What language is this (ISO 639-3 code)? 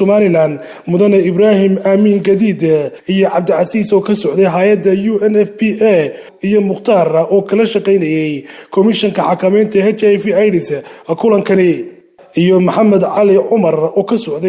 som